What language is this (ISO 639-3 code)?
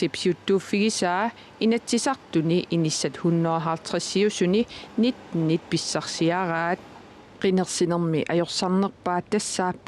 kal